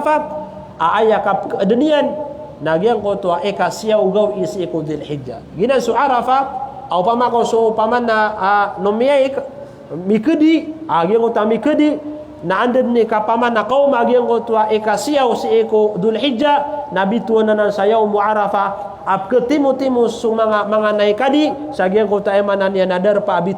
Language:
Maranao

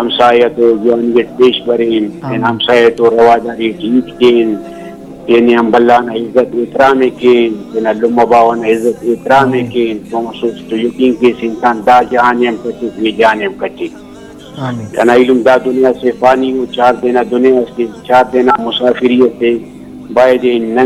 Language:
Brahui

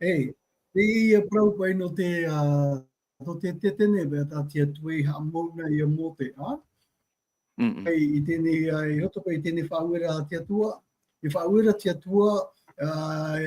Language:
Tahitian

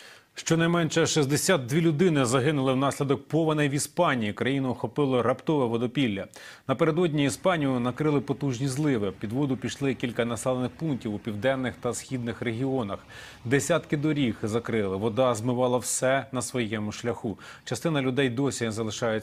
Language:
Ukrainian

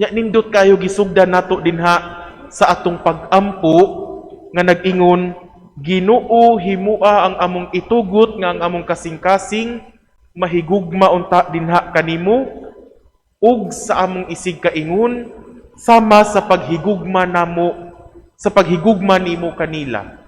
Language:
Cebuano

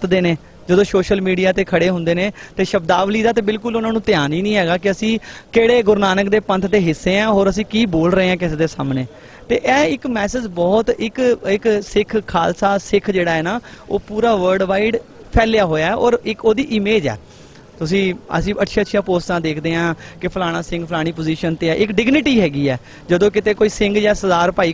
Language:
Punjabi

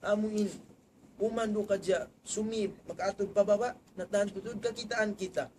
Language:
Tausug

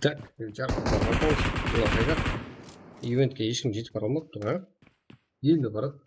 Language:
Kara-Kalpak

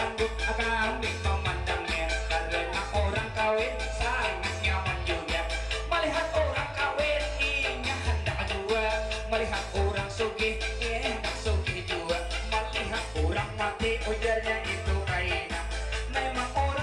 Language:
Banjar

